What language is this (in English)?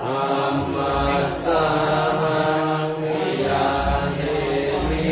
Pali